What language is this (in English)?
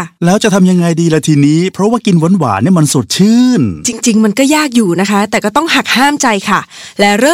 Thai